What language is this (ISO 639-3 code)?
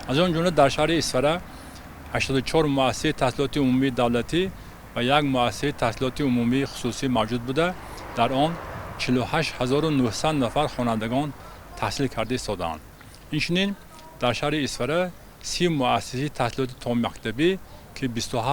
tgk